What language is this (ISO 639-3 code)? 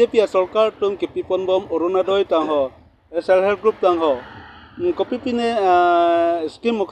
mjw